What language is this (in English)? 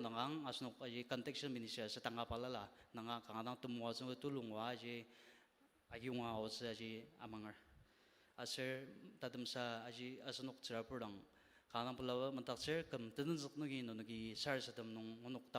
Ao Naga